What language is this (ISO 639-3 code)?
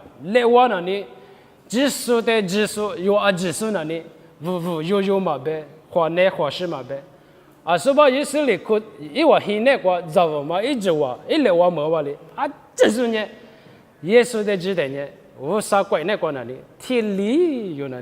lis